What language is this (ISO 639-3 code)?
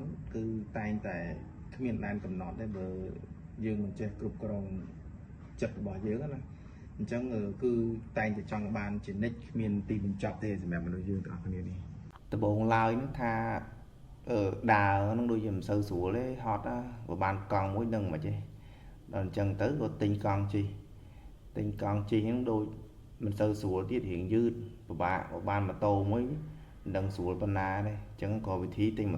khm